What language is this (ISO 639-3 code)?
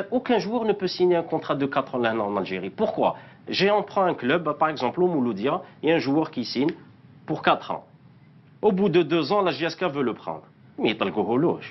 fra